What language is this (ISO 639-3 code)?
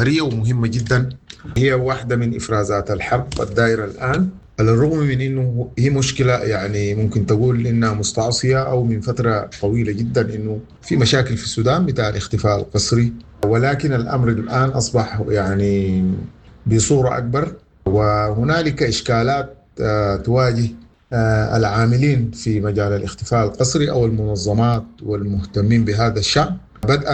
apd